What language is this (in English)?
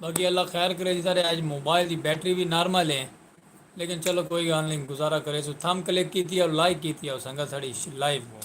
Saraiki